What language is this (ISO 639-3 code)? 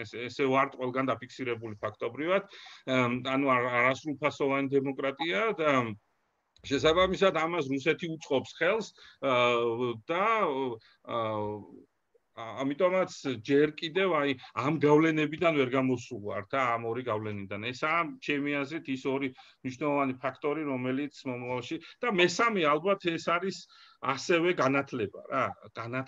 kat